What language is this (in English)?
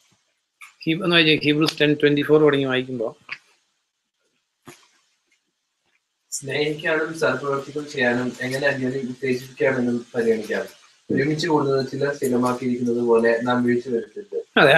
Malayalam